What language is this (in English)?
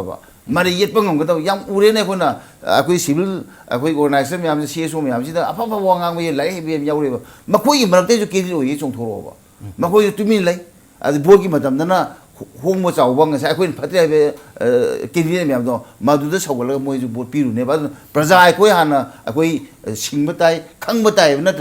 Manipuri